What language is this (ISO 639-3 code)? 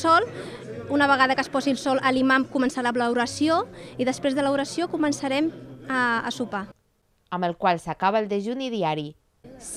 cat